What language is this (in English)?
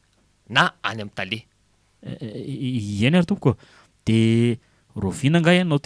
Malagasy